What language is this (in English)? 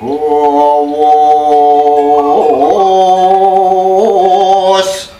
Balinese